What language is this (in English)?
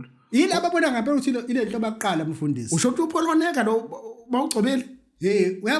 Zulu